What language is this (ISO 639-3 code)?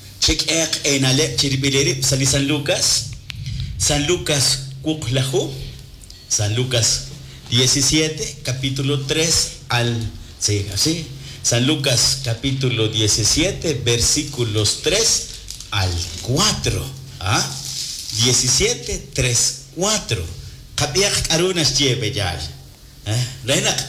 kek